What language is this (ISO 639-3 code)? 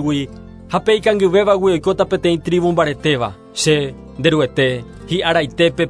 grn